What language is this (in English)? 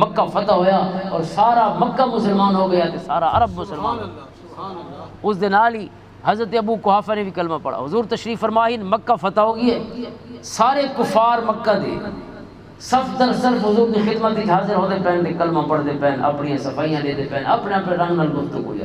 Western Panjabi